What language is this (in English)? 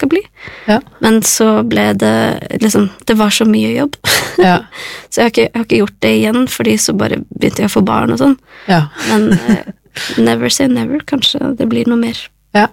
Norwegian